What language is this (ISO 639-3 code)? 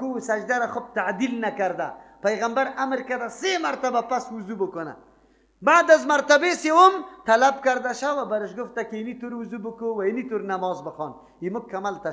fas